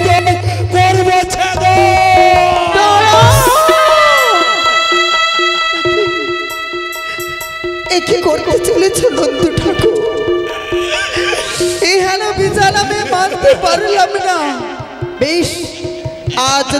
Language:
Bangla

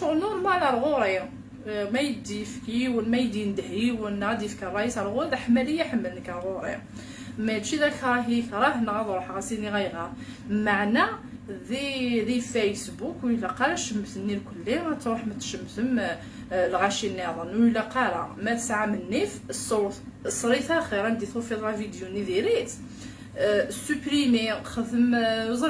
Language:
Kabyle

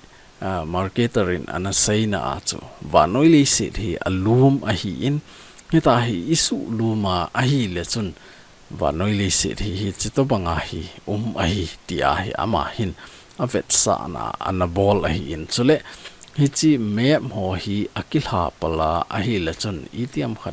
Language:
Thado Chin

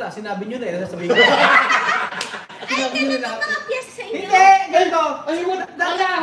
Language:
Filipino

